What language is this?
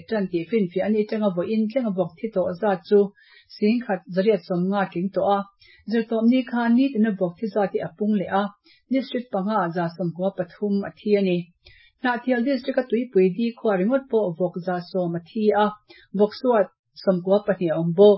Mizo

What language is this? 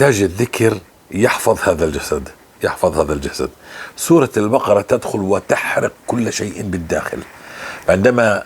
North Levantine Arabic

